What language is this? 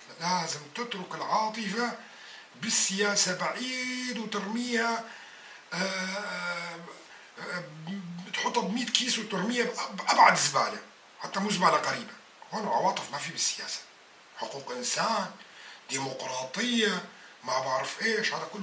North Levantine Arabic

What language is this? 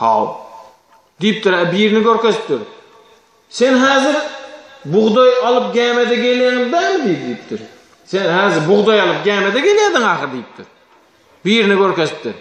Turkmen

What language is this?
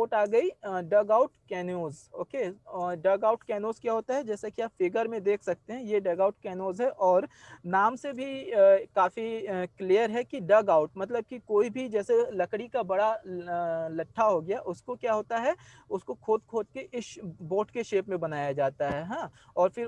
Hindi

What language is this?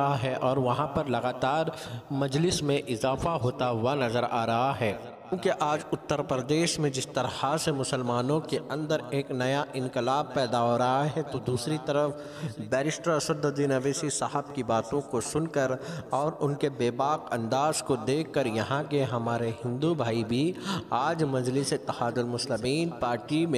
Urdu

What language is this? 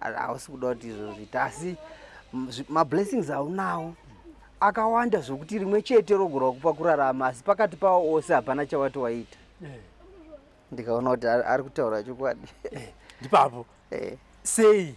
Shona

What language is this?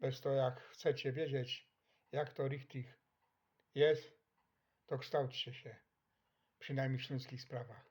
Silesian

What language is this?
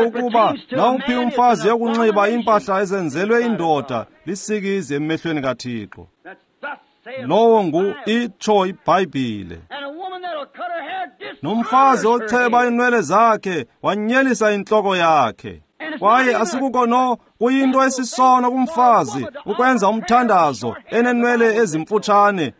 Xhosa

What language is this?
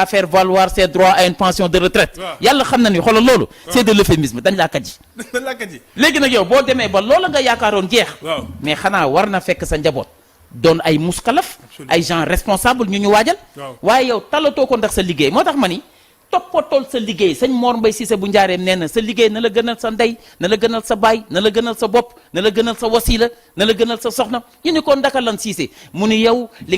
Wolof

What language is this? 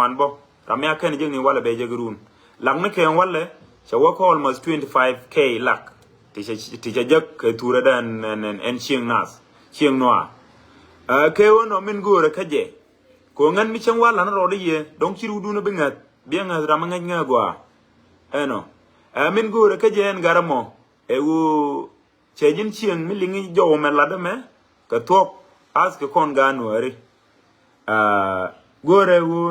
Nuer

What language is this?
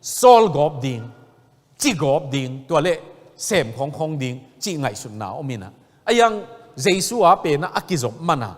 Tedim Chin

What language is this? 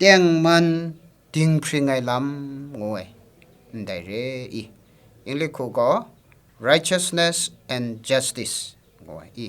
Kachin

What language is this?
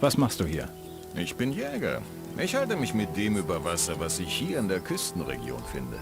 Bavarian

